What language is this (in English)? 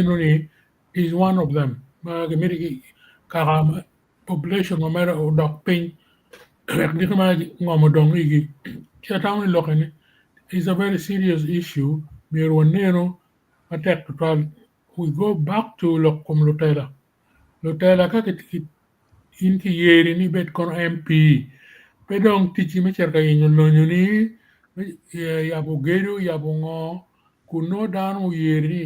Acoli